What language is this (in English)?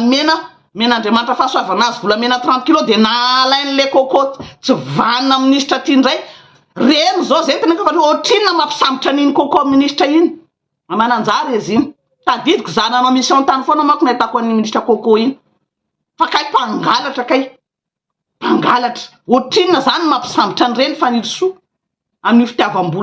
Malagasy